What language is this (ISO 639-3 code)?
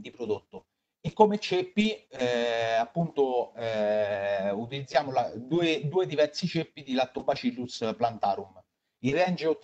ita